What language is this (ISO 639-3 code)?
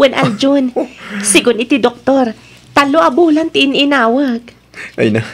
ilo